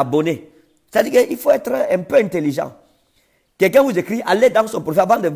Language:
French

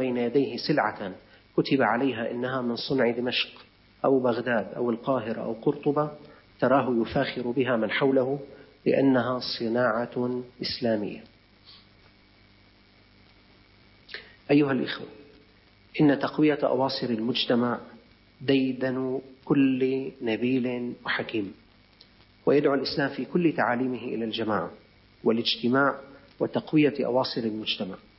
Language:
Arabic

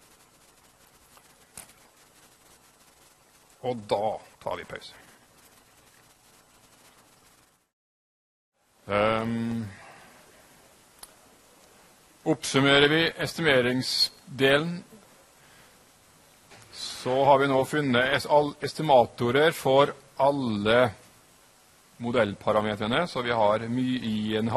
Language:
Norwegian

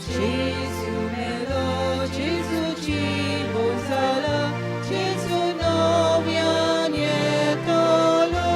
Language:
Konkani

